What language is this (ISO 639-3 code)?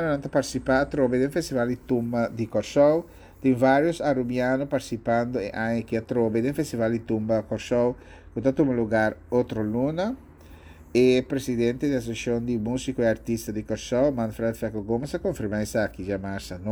pap